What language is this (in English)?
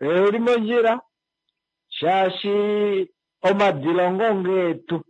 Kuanyama